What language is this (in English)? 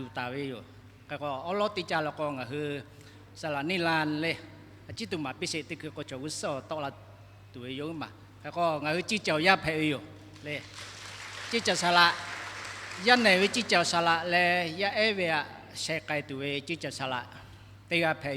Lahu